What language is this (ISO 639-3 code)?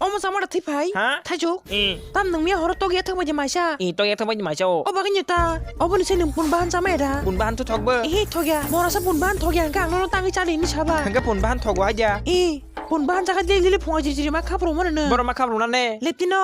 trp